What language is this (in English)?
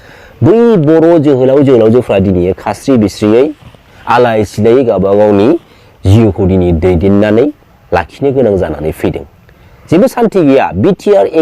Bodo